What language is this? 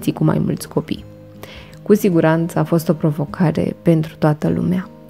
Romanian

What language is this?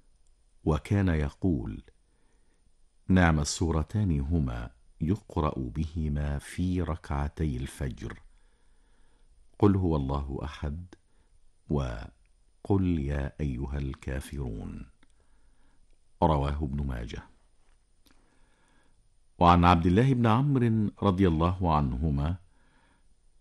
Arabic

